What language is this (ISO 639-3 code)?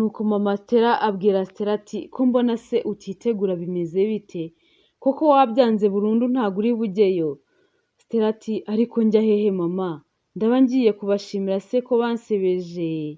kin